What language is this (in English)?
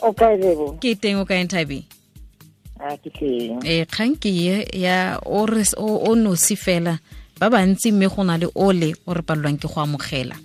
Tswana